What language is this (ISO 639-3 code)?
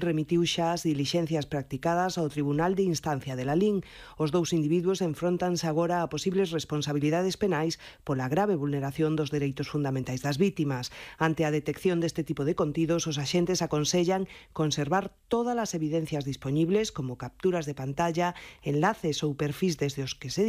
glg